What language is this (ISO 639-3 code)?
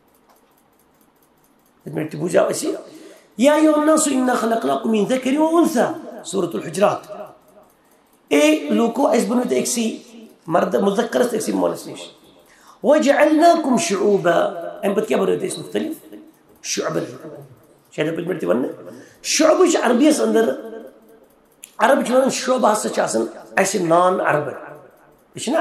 kas